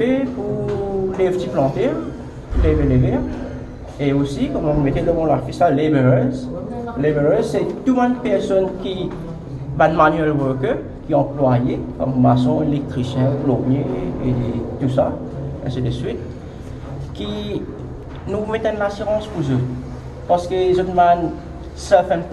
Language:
Morisyen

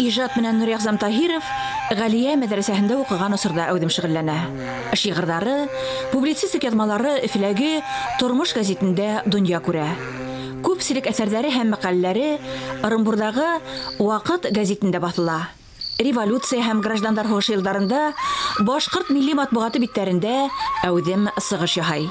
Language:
Bashkir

